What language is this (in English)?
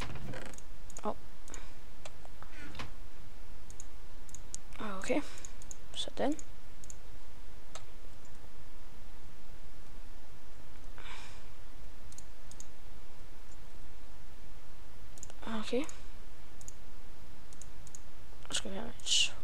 Danish